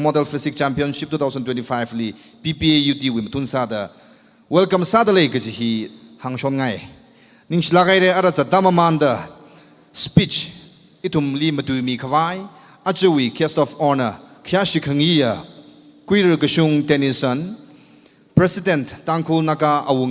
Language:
Tangkhul Naga (India)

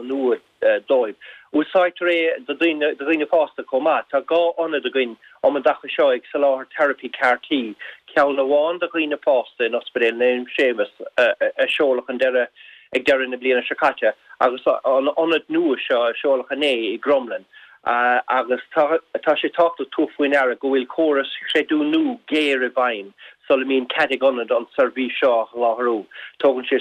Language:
Irish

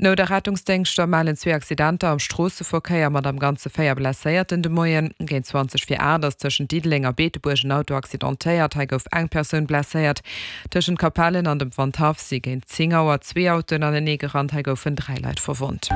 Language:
Luxembourgish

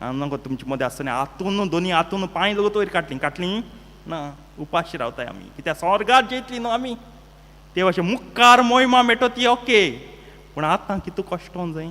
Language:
Konkani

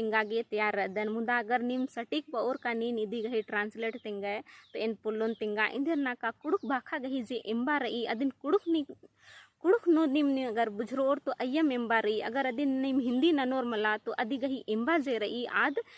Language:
Kurukh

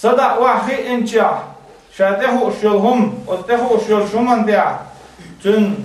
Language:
Chechen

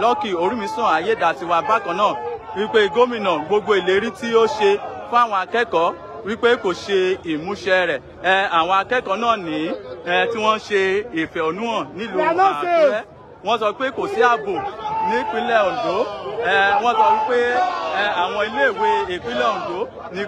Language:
Yoruba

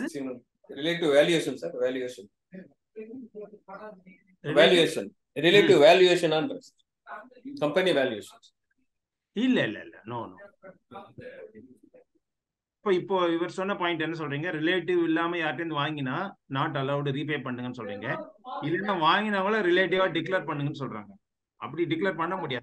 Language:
Tamil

